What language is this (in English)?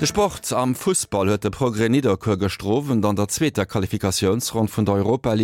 Luxembourgish